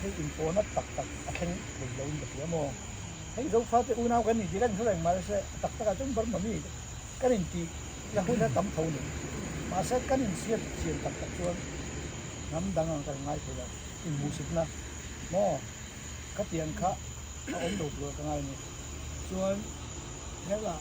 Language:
Mizo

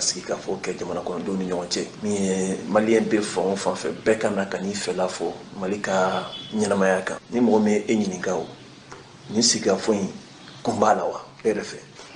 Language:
Bambara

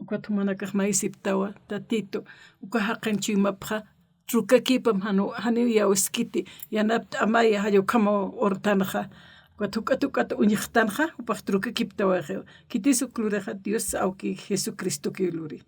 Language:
Aymara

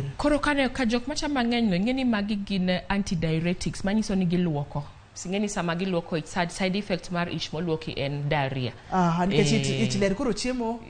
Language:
Luo (Kenya and Tanzania)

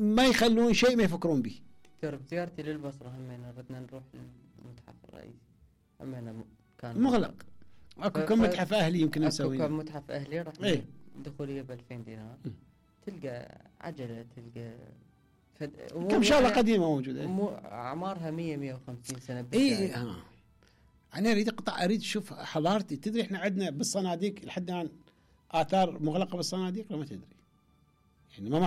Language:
Mesopotamian Arabic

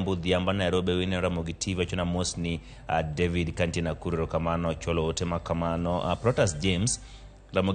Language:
Luo (Kenya and Tanzania)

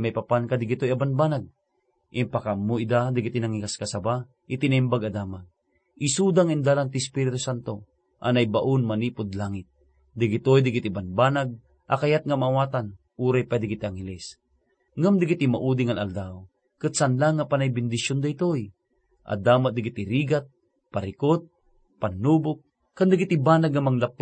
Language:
Iloko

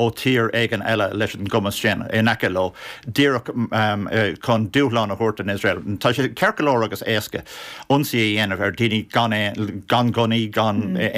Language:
Irish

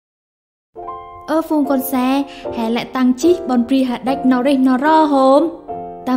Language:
Central Mnong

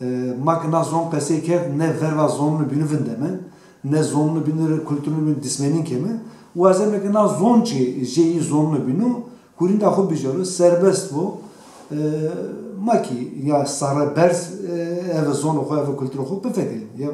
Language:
Zaza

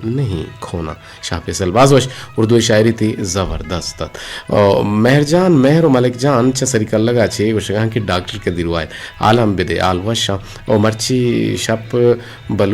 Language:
Eastern Balochi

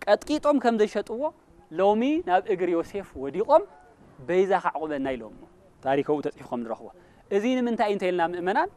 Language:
Tigrinya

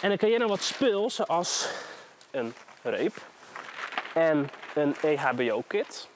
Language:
Western Frisian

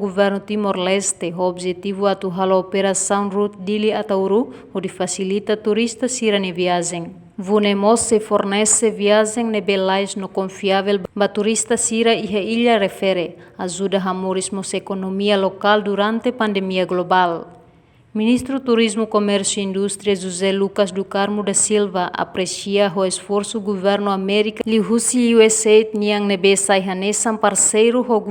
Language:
Tetum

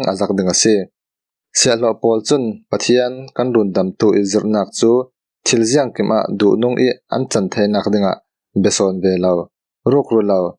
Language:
Falam Chin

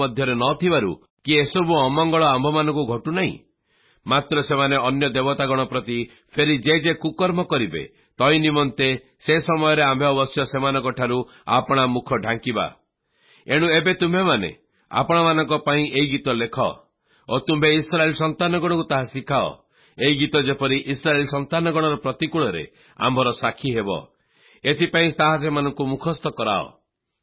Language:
Odia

